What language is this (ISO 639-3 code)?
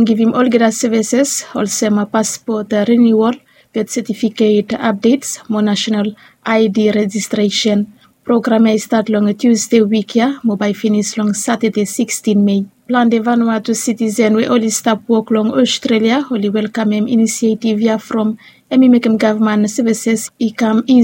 bis